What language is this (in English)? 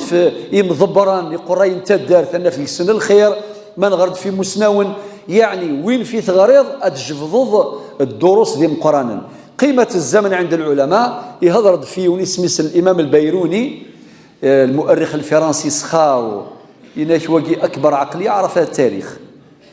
Kabyle